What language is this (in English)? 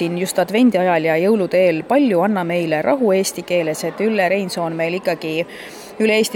Estonian